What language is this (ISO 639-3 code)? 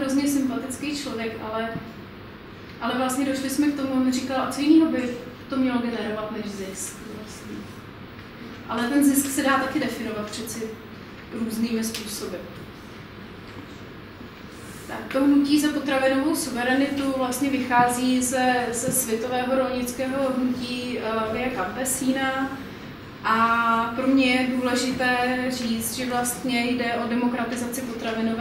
ces